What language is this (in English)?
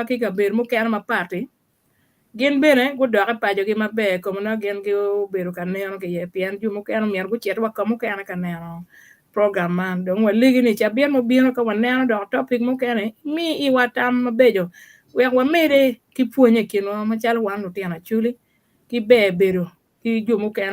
Acoli